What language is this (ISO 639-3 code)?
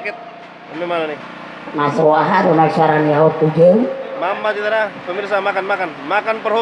bbc